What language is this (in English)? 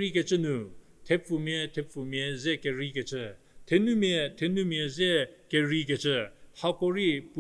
Angami Naga